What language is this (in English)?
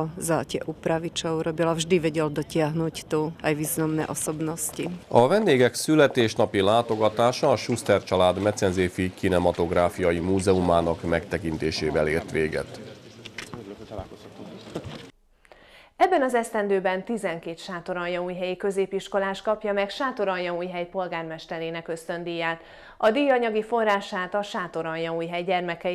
Hungarian